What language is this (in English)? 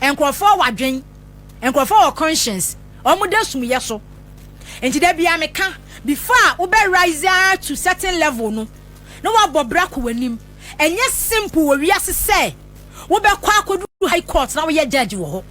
Akan